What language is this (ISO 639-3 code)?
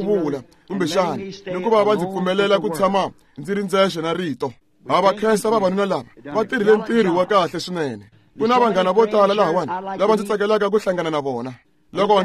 tso